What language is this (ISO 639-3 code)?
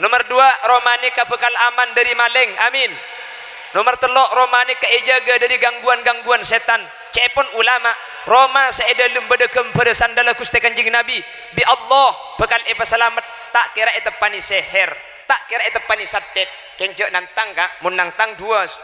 mad